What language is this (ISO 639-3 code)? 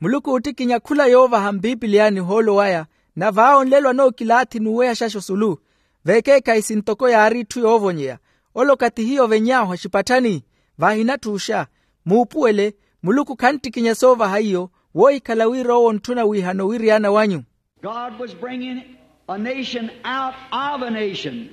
vmw